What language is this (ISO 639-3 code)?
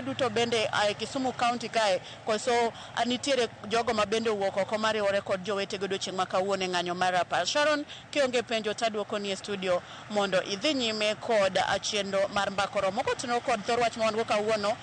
luo